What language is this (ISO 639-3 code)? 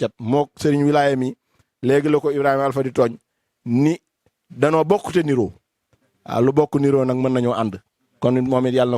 wol